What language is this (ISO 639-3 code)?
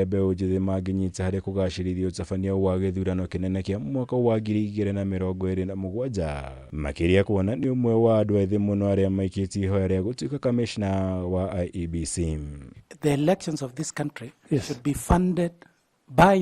kik